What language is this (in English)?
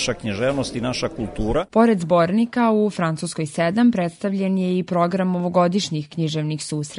Serbian